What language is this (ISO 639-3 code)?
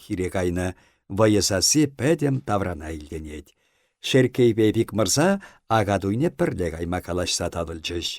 chv